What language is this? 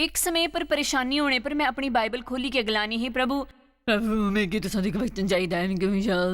Dogri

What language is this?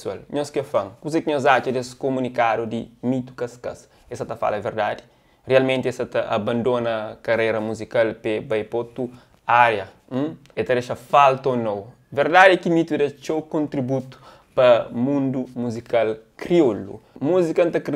Kabuverdianu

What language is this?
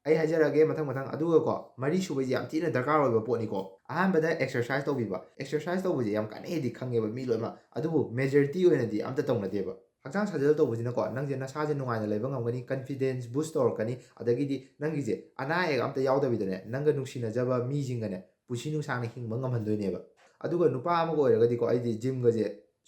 Manipuri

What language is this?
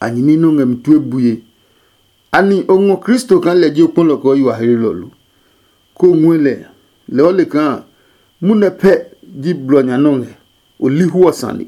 Adangme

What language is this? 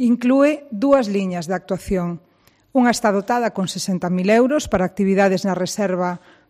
Galician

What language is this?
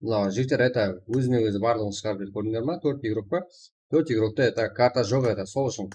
Kara-Kalpak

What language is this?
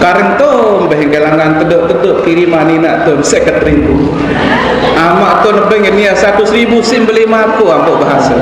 Sasak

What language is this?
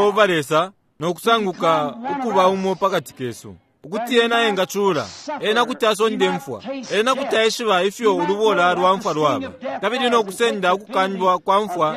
Bemba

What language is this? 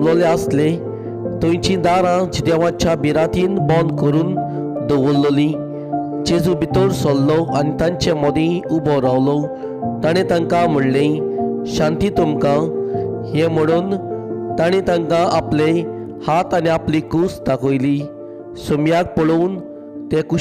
Konkani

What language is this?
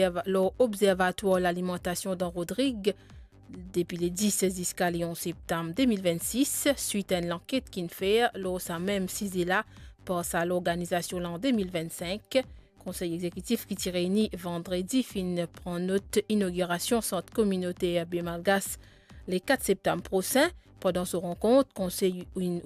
Morisyen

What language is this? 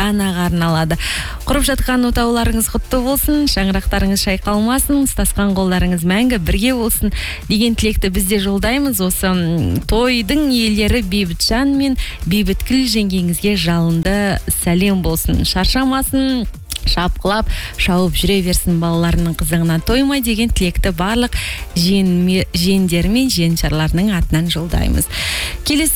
Kazakh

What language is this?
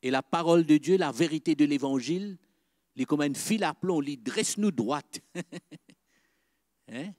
Morisyen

